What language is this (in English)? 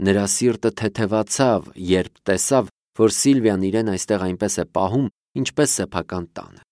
Armenian